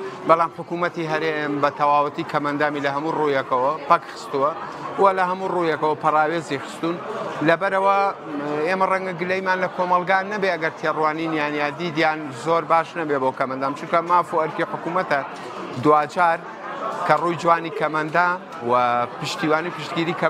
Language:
Central Kurdish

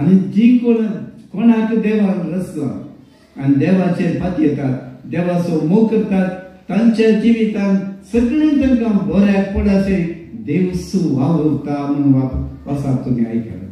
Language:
Konkani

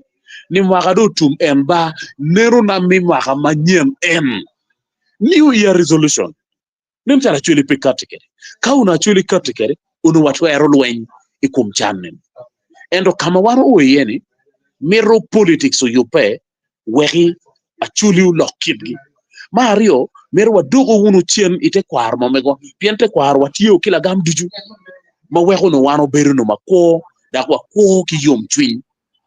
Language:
Acoli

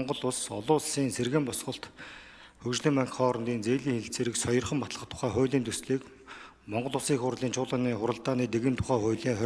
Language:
Mongolian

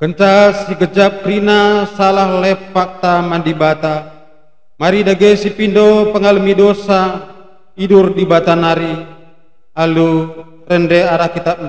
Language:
Batak Karo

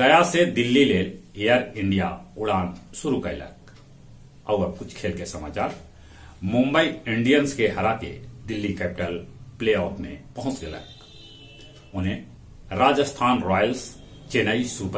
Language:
Magahi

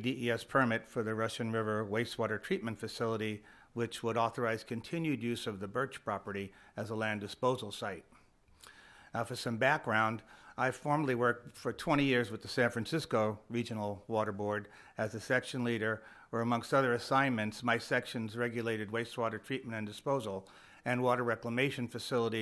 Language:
English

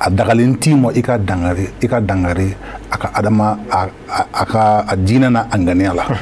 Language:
Bambara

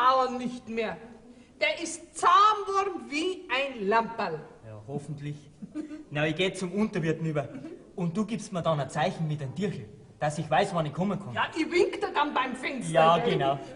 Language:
Bavarian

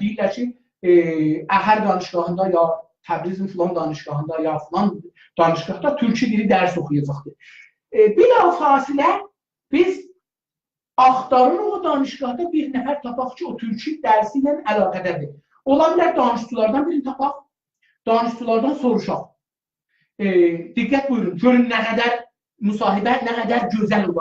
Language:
South Azerbaijani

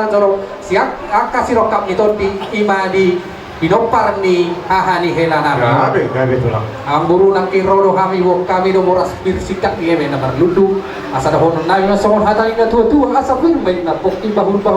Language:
Batak Toba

